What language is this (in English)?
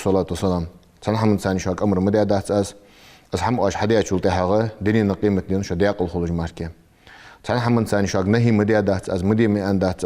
Ingush